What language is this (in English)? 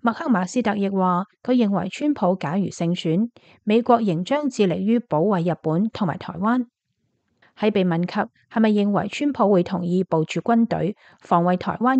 Cantonese